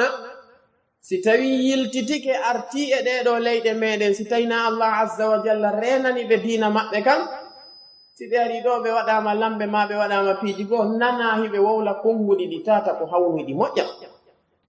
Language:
Fula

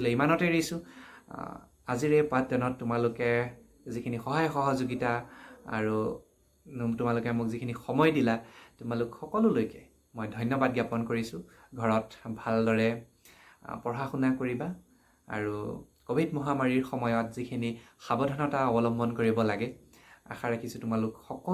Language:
Assamese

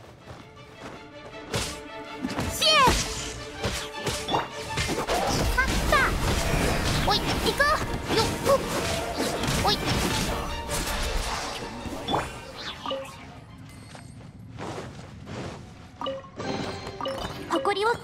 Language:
Japanese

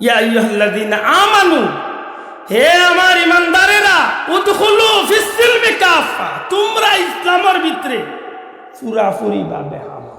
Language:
Sylheti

